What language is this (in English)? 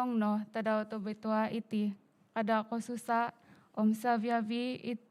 Central Dusun